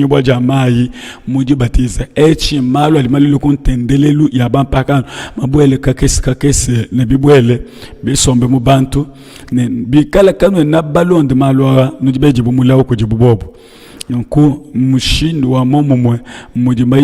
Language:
Luba-Lulua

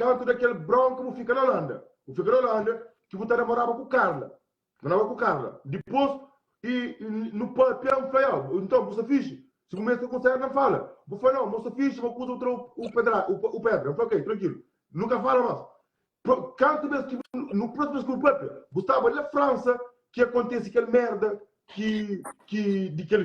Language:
Kabuverdianu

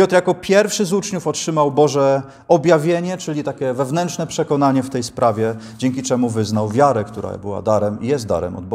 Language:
Polish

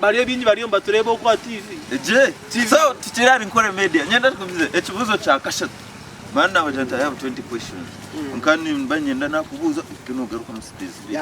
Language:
Nyankole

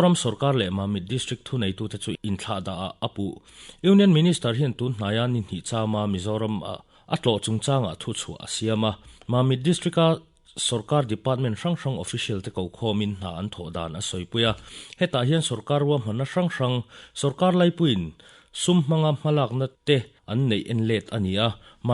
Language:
Mizo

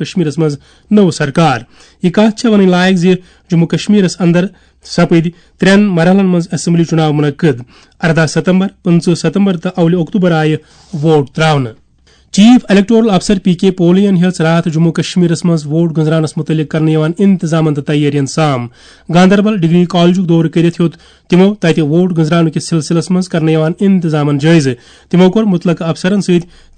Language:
Kashmiri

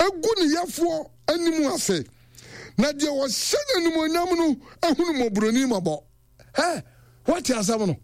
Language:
Akan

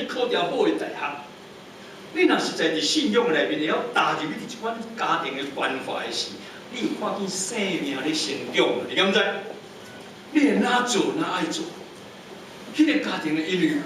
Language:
Min Nan Chinese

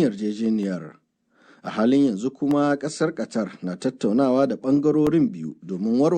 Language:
Hausa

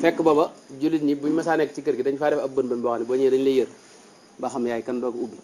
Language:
Wolof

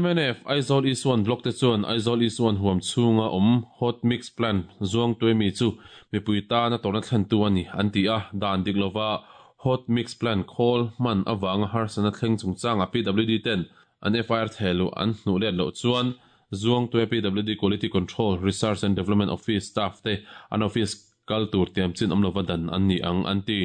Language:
Mizo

